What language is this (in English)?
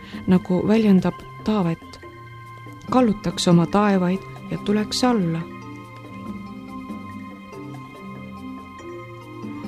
Estonian